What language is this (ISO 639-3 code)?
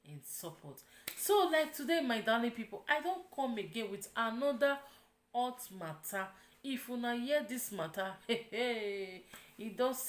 pcm